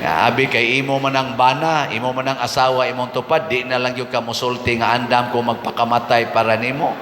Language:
Cebuano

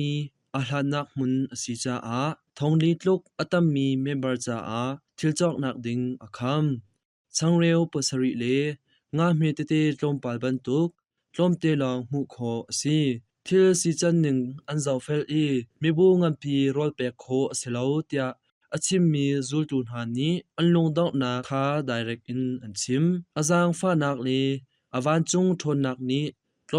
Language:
Hakha Chin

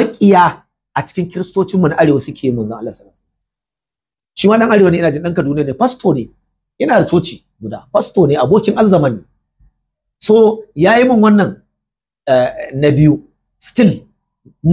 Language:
Hausa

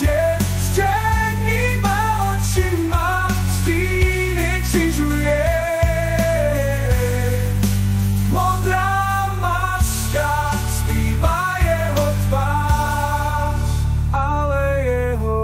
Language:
Czech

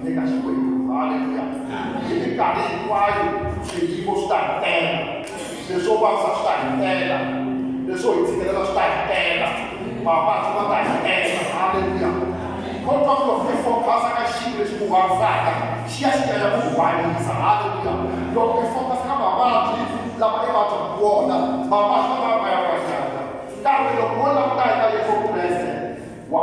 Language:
Tsonga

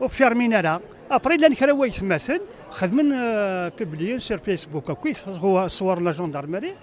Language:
Kabyle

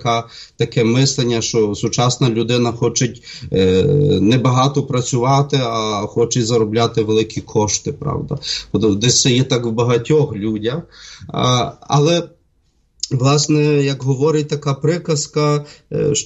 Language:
Ukrainian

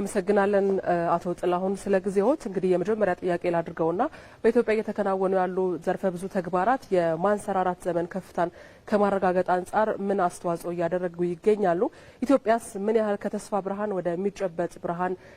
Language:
Amharic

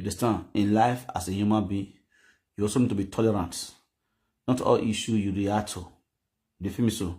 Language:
Nigerian Pidgin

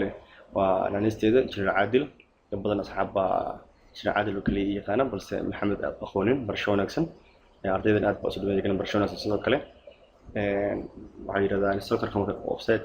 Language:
Somali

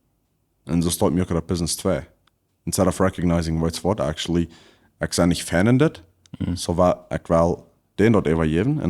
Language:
Plautdietsch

